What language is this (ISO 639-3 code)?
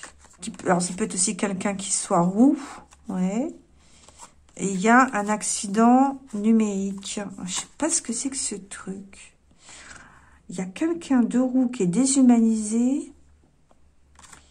fra